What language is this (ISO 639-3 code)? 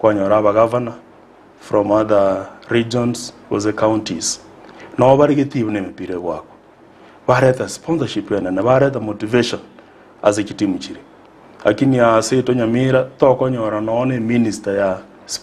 guz